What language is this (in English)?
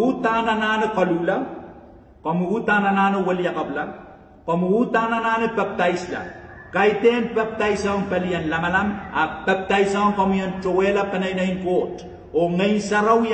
Pohnpeian